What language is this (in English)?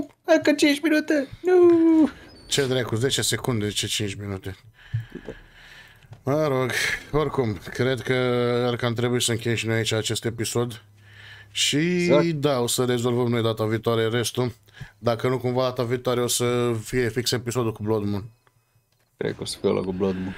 Romanian